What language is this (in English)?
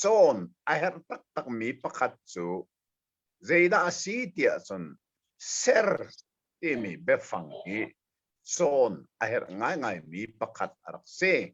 Hakha Chin